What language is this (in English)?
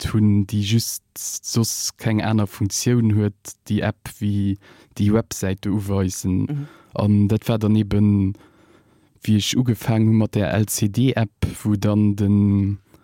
Luxembourgish